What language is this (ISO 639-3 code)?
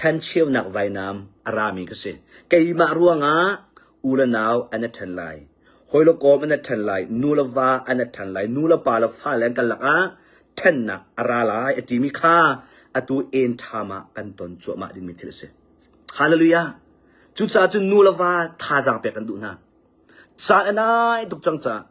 cnh